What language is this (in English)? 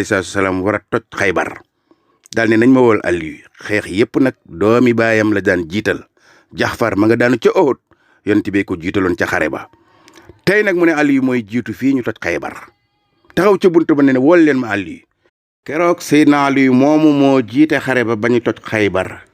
Wolof